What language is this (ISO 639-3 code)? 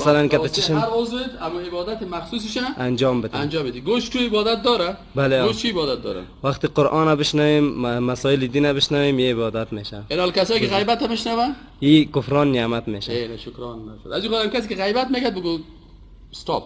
fas